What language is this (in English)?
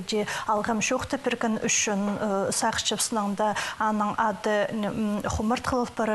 Khakas